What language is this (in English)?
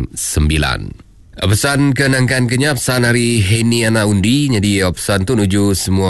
Iban